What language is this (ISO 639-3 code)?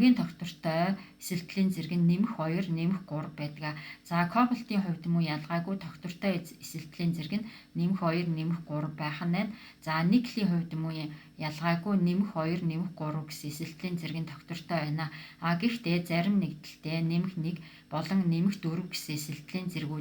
mon